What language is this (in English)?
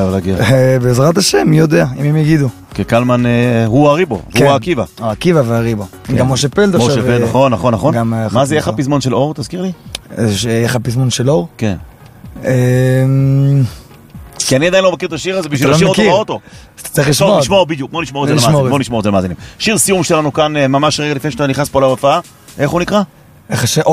Hebrew